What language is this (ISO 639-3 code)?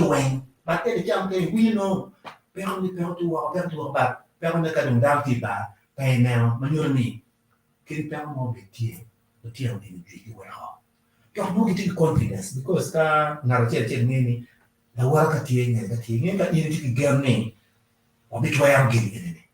ach